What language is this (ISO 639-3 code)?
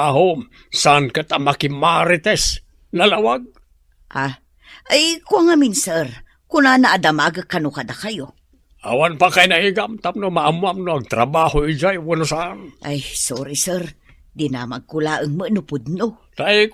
ilo